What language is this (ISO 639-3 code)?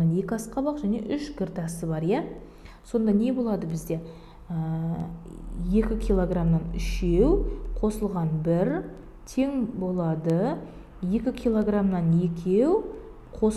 kaz